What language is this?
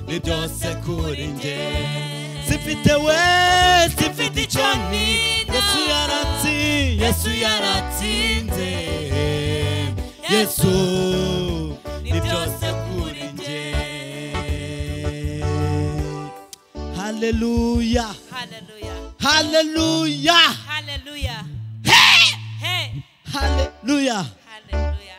Kinyarwanda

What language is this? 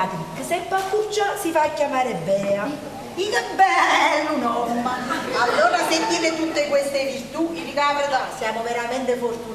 Neapolitan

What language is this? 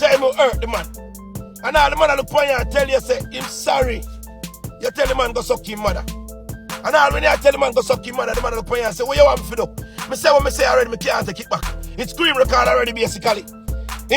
Jamaican Creole English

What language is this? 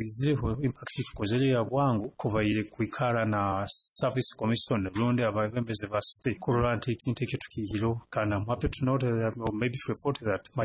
Nyoro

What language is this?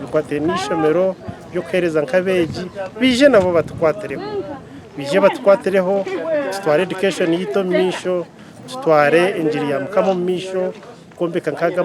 Nyankole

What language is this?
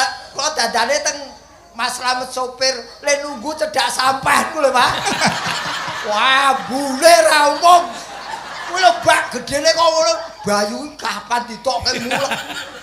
Javanese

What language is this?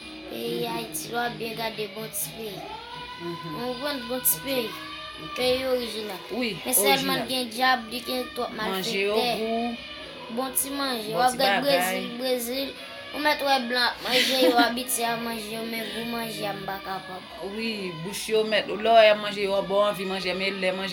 Haitian Creole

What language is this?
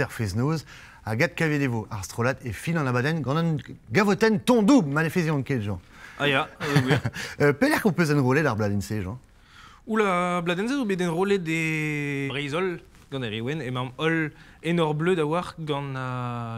Breton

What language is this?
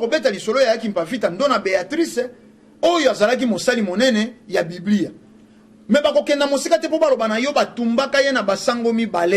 Lingala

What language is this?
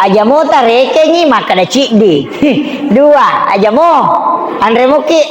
Buginese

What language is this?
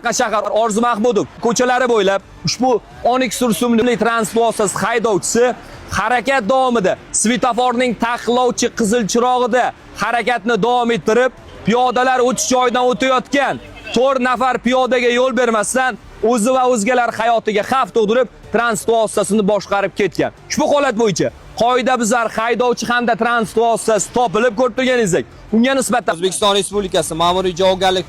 Uzbek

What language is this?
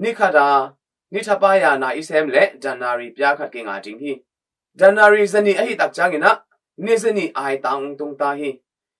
Tedim Chin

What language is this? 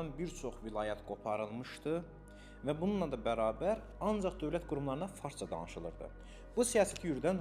Azerbaijani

